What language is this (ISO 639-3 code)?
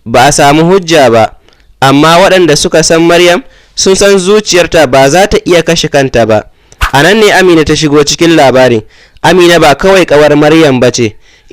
hau